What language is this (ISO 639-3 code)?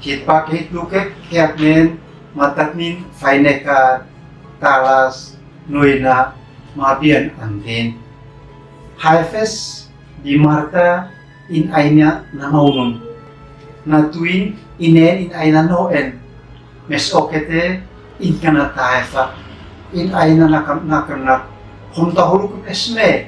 aoz